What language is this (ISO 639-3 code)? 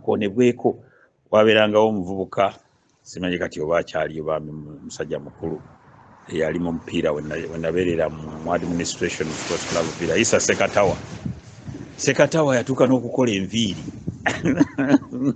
lug